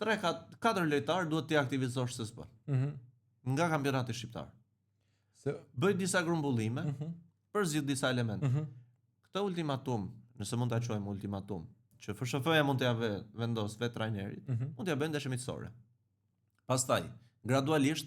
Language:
Albanian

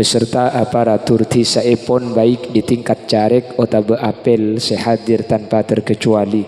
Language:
Madurese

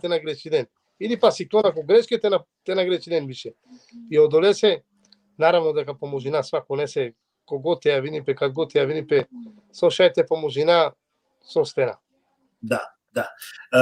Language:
Balkan Romani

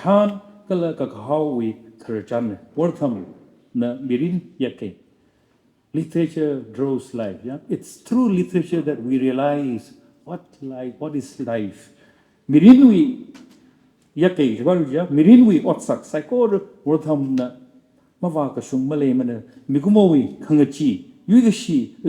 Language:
Tangkhul Naga (India)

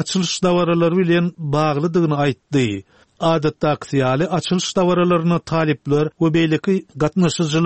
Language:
Turkmen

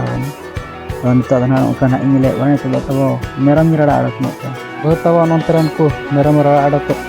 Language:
Santali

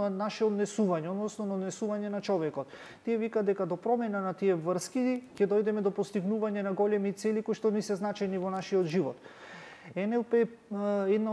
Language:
Macedonian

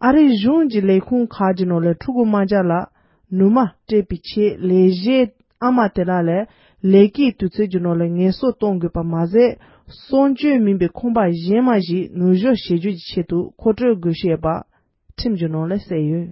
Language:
Tibetan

